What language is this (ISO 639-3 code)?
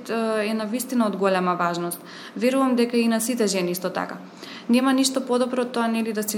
mkd